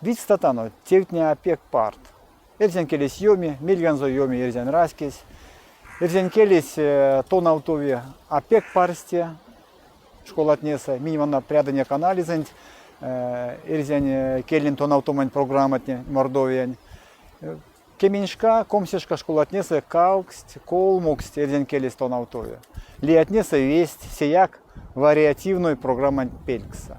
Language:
Erzya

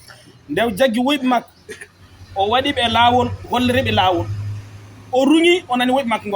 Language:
Fula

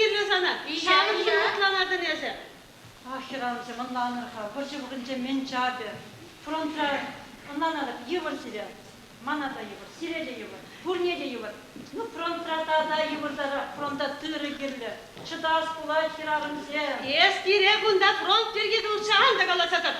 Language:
Chuvash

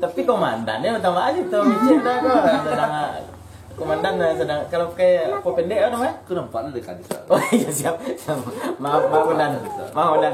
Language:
Minangkabau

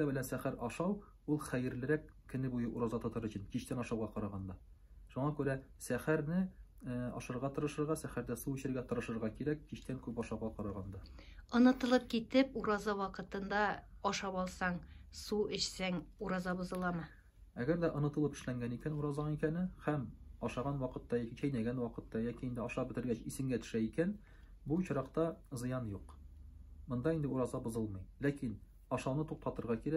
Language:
Tatar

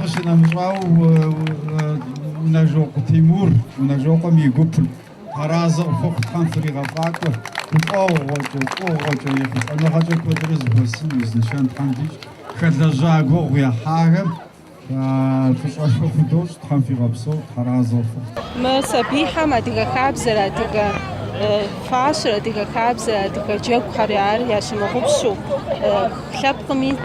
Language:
Kabardian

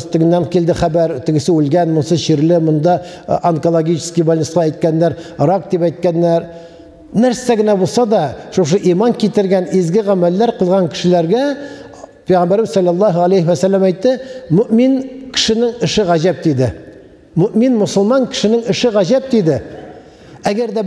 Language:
Tatar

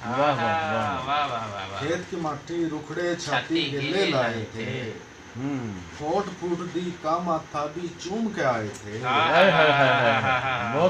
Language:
Haryanvi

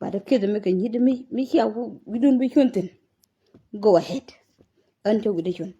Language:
Nuer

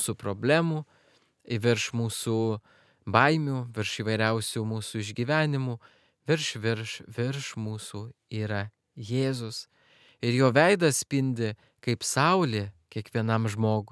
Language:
Lithuanian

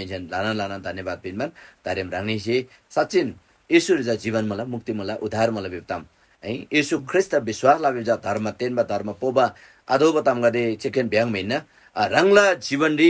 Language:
Eastern Tamang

